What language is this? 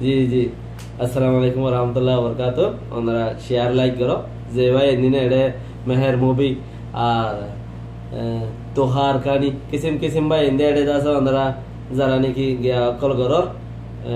Rohingya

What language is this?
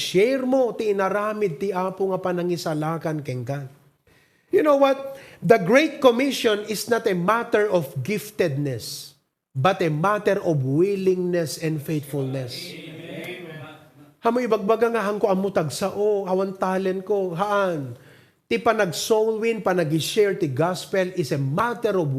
Iloko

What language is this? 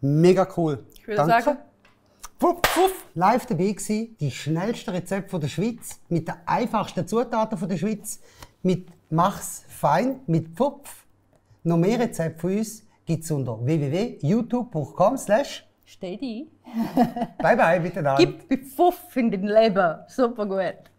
Swiss German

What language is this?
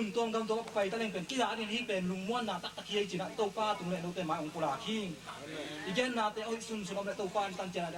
Tedim Chin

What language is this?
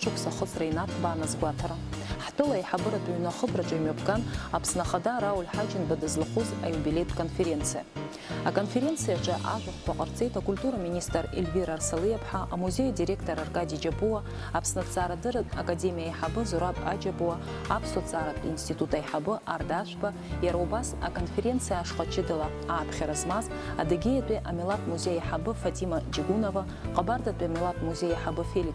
Abkhazian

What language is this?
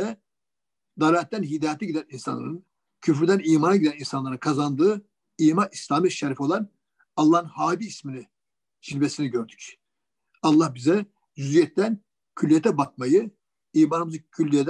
Turkish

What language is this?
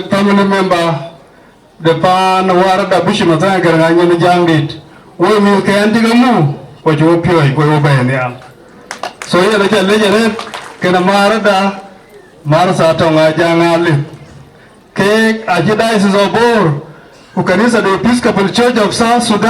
Dinka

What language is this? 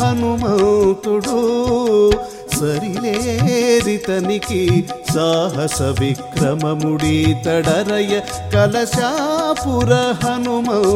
Telugu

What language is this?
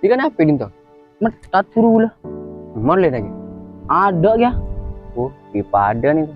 Madurese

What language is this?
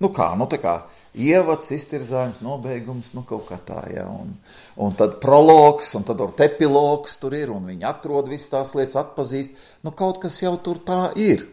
Latvian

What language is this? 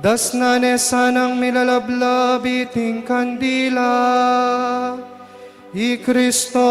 Pampanga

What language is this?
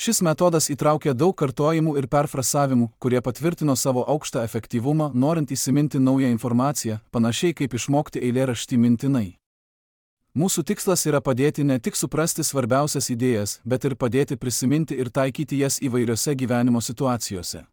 Lithuanian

